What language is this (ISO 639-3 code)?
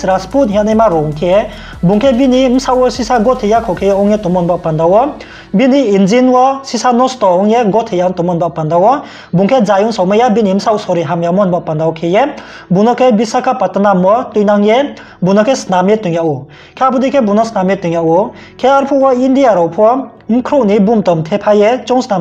ria